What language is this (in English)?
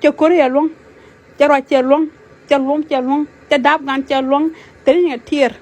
Nuer